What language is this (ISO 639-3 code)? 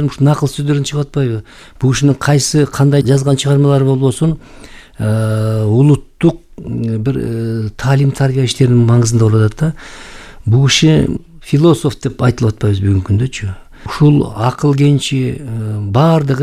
kir